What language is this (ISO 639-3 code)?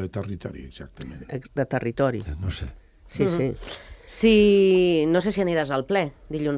cat